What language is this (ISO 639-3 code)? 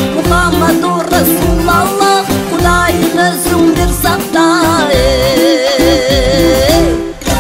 kaz